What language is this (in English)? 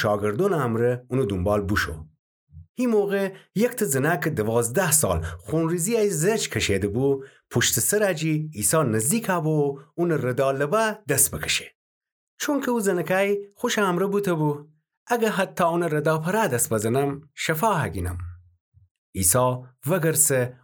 Gilaki